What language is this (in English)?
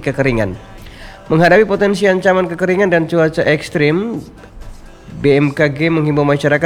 Indonesian